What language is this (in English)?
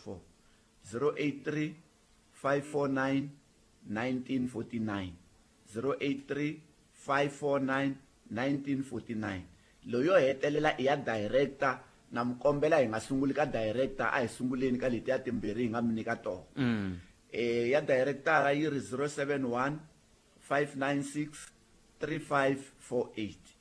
Tsonga